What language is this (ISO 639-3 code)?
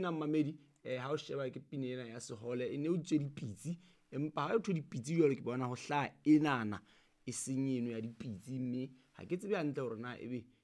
sot